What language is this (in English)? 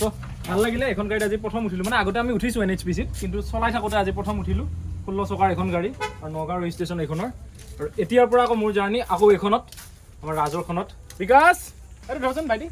Assamese